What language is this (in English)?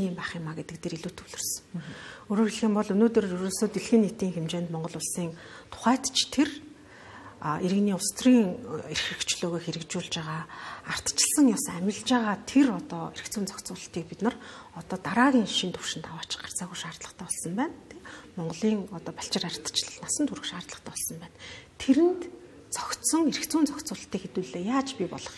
Mongolian